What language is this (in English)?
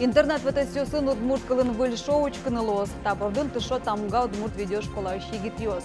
Udmurt